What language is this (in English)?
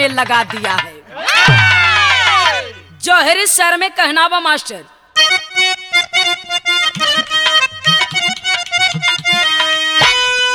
Bhojpuri